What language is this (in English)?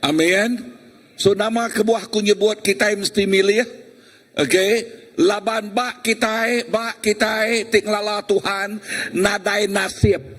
Iban